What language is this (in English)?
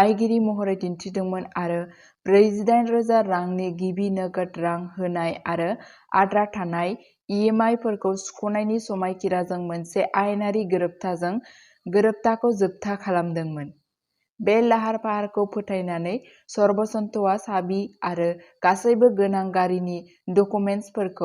Bodo